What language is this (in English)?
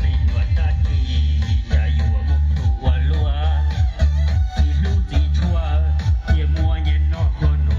Hmong